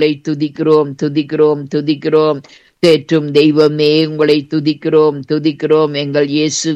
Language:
Tamil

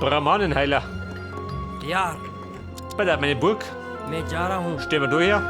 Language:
Bavarian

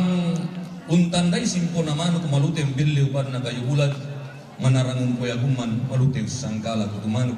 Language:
Toraja-Sa'dan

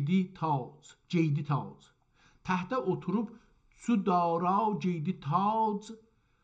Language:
South Azerbaijani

